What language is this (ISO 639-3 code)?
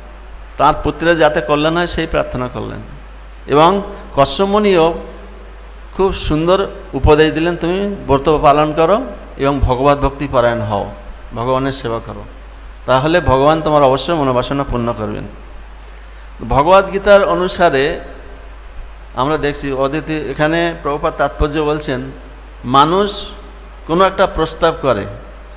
ben